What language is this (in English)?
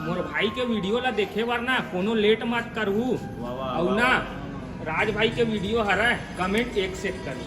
Chhattisgarhi